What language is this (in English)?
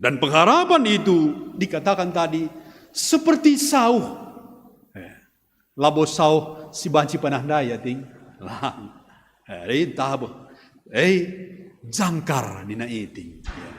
Batak Karo